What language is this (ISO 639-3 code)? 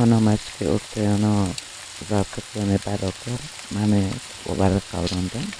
kur